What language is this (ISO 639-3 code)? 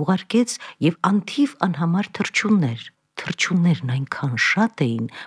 hye